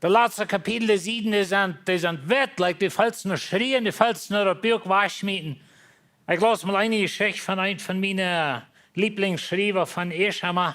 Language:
Plautdietsch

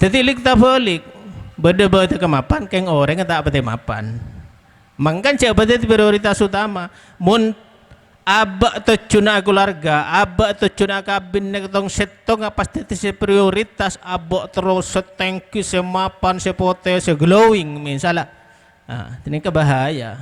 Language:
Madurese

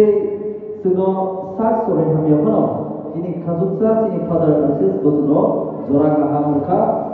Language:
Kok Borok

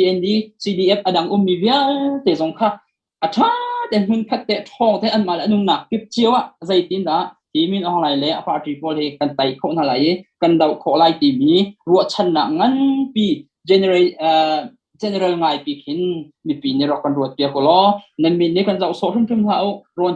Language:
Hakha Chin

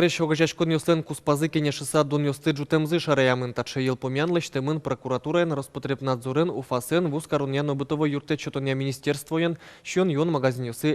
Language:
Udmurt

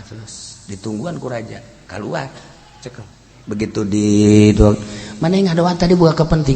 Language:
Sundanese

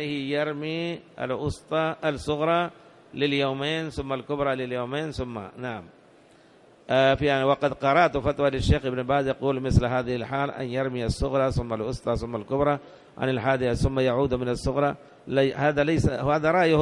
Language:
Arabic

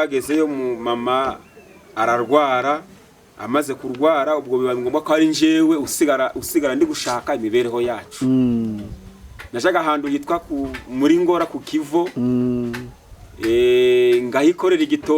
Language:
Kinyarwanda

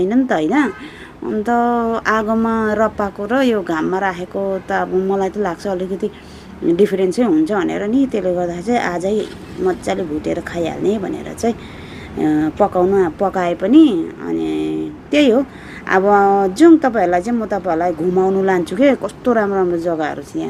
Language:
Nepali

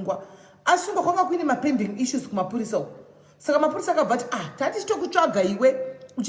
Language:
Shona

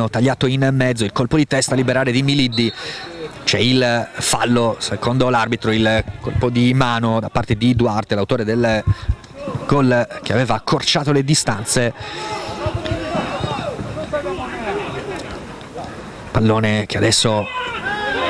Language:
Italian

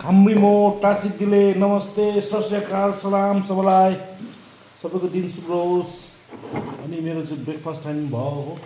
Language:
Nepali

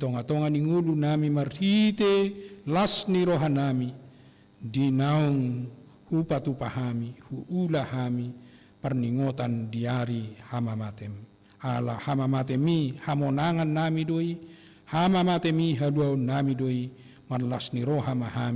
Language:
Batak Toba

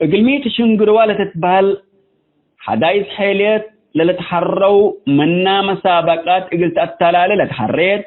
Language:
Tigre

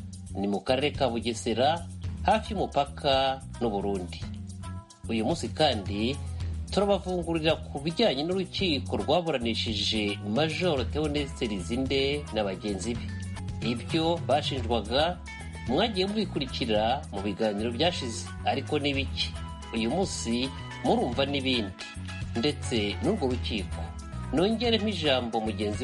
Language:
Kinyarwanda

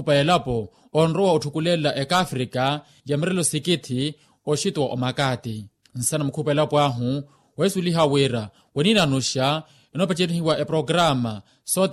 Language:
Makhuwa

